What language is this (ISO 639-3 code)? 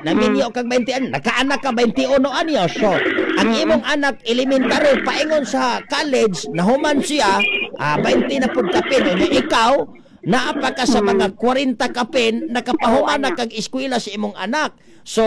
ceb